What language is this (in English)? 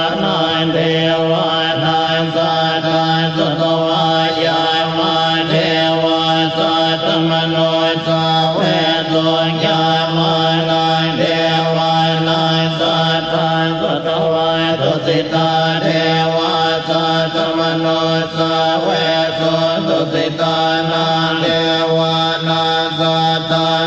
Pali